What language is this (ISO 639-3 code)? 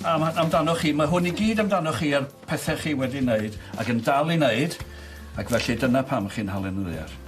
cym